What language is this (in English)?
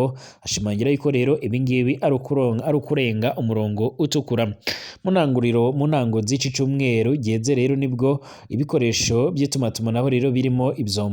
Rundi